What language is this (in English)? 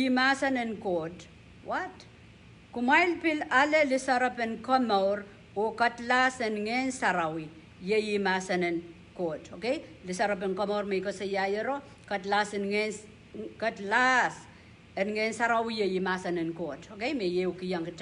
Pohnpeian